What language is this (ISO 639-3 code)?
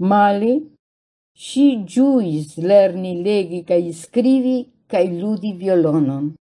epo